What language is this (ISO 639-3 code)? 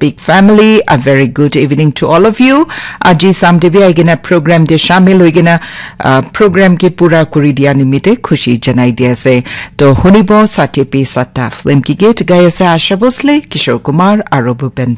nag